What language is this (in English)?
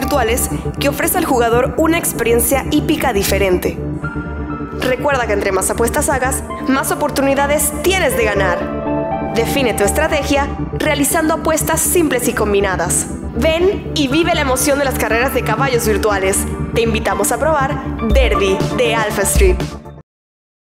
Spanish